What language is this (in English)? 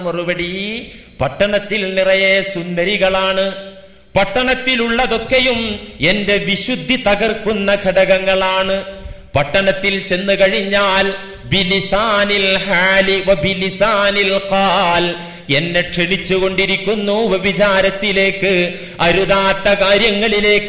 Malayalam